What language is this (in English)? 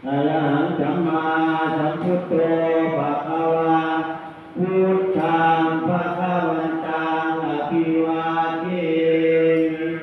Pali